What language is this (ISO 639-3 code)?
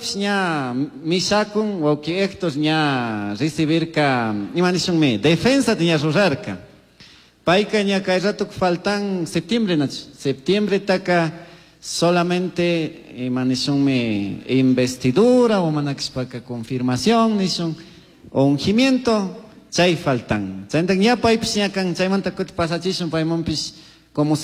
qug